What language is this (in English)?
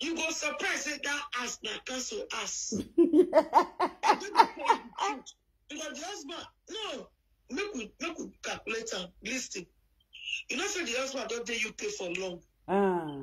Nigerian Pidgin